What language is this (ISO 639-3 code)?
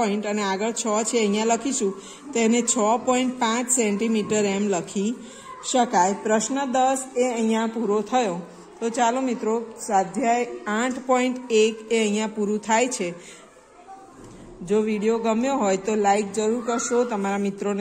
guj